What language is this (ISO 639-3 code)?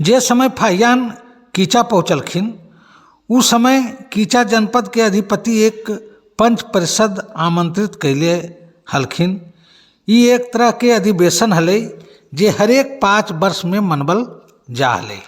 mag